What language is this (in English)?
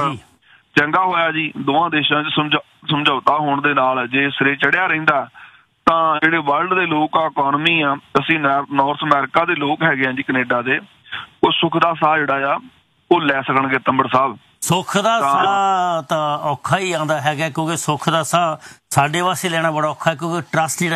Punjabi